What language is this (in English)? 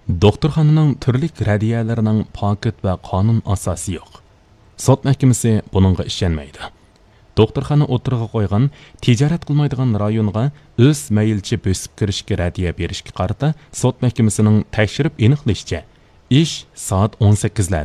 Uyghur